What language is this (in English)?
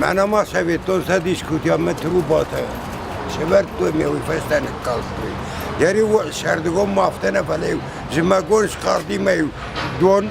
Ossetic